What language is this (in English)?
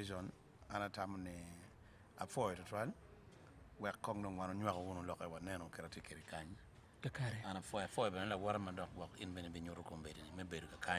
Acoli